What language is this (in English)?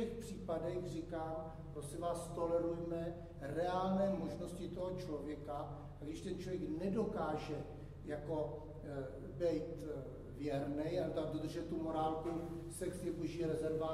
Czech